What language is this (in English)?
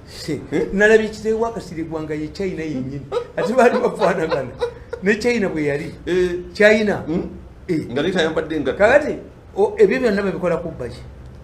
Ganda